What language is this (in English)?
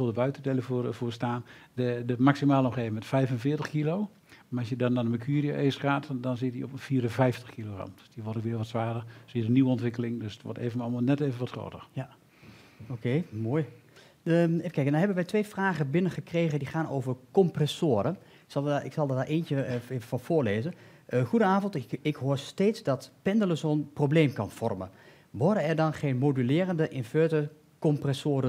Dutch